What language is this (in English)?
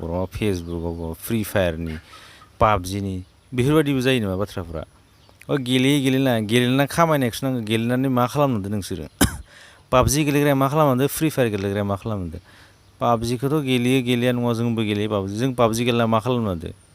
Bodo